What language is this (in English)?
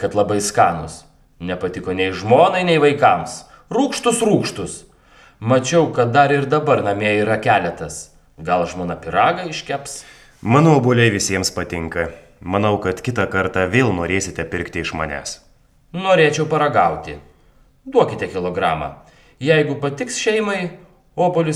Lithuanian